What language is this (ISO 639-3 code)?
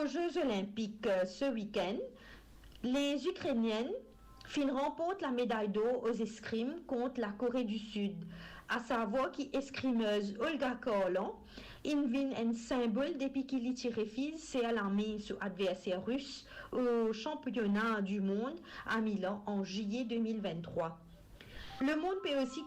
mfe